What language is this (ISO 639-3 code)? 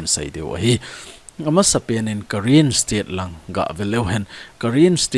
tcz